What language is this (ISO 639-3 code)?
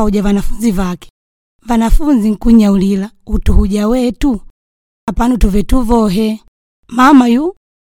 kde